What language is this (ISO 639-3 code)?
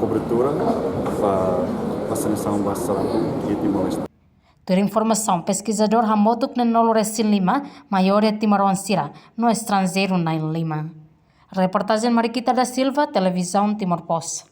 tet